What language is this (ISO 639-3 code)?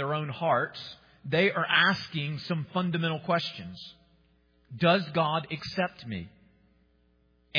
eng